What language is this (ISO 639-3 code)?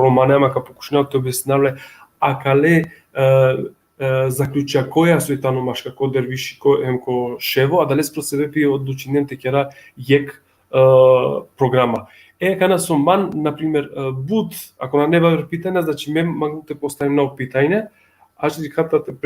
rmn